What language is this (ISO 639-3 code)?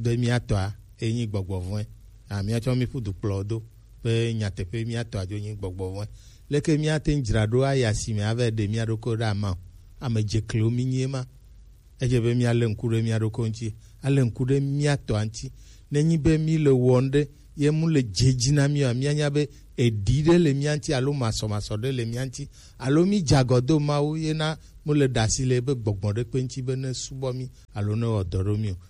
gej